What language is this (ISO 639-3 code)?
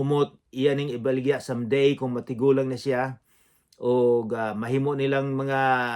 ceb